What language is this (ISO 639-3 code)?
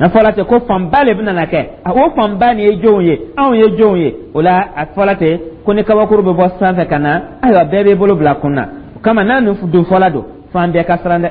dyu